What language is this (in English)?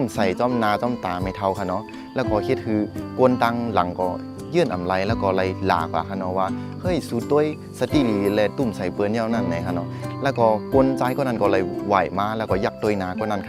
Shan